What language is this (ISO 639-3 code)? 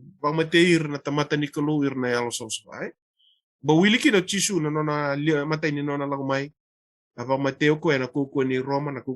fij